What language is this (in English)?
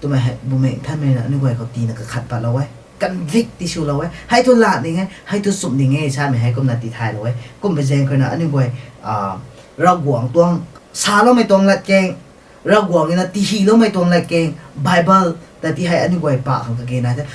Rongmei Naga